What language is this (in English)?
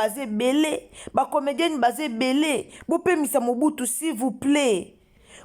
Lingala